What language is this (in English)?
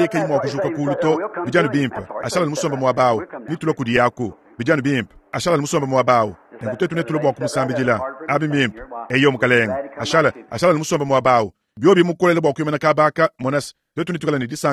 Luba-Lulua